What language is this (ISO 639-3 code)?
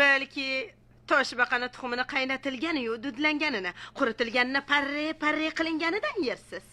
uzb